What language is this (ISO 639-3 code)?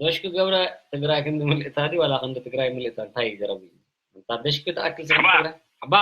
tir